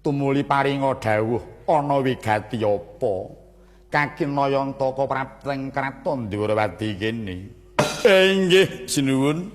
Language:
Javanese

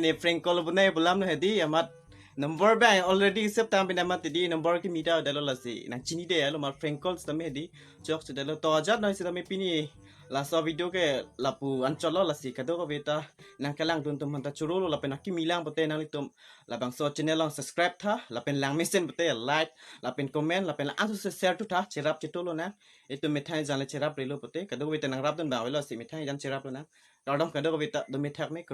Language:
Karbi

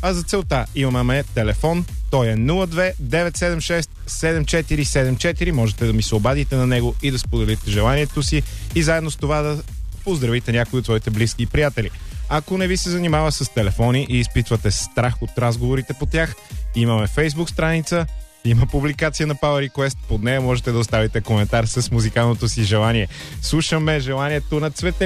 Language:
Bulgarian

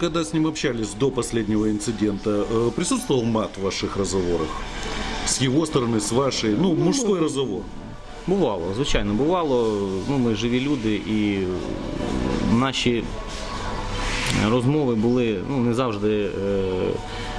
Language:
Ukrainian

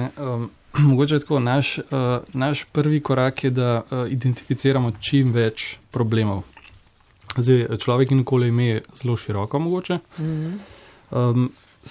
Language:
Slovenian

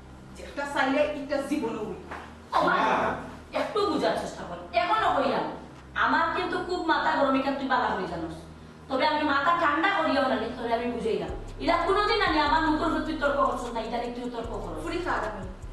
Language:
Sylheti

